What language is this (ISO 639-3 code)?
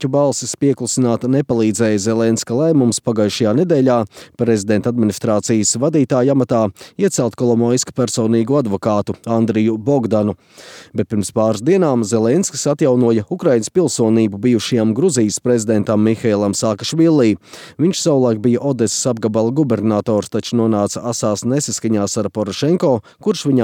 lav